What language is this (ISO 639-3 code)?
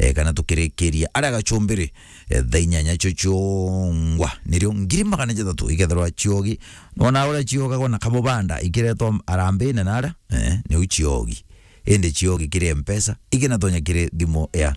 mer